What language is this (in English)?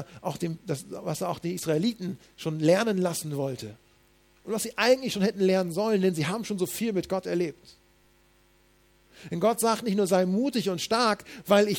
German